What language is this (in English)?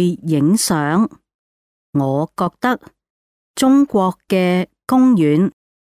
Cantonese